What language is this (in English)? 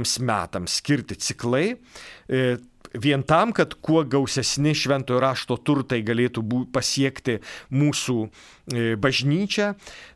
Lithuanian